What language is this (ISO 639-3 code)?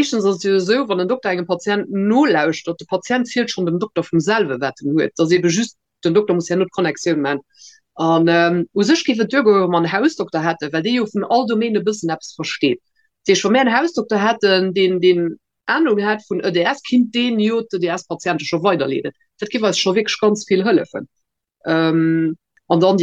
ltz